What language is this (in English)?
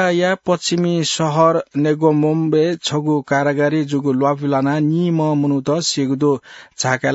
Newari